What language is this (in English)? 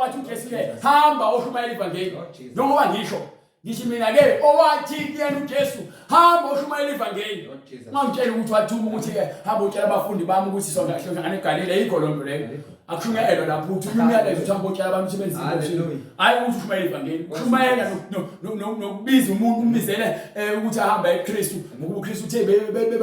Zulu